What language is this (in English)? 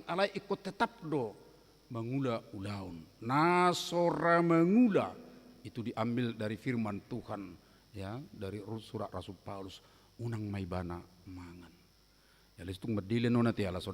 Batak Toba